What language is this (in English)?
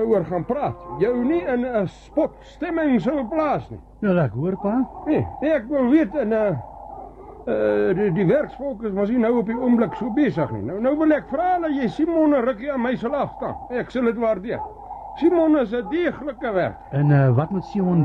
Afrikaans